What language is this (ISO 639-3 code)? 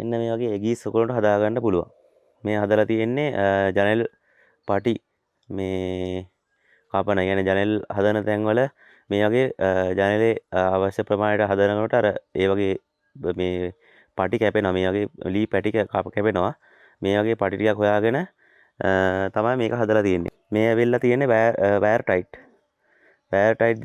sin